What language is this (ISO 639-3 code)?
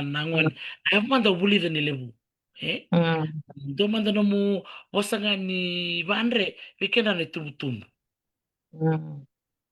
fij